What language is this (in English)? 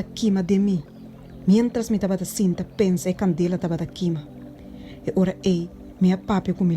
Papiamento